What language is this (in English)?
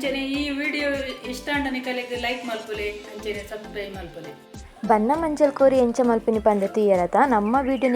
Tulu